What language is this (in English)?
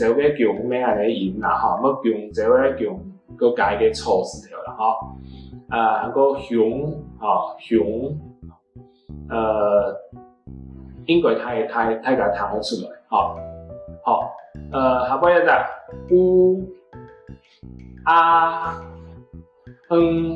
Hakka Chinese